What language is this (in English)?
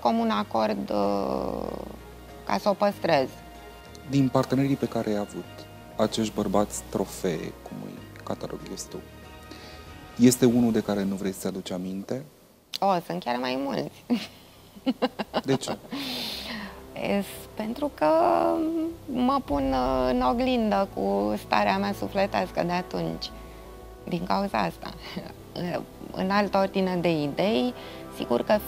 Romanian